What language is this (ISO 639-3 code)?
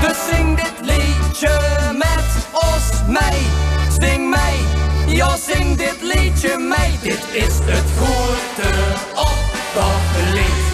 lim